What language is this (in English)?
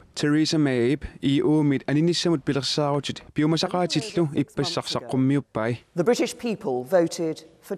Kalaallisut